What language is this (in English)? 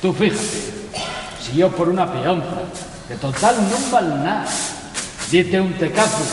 Asturian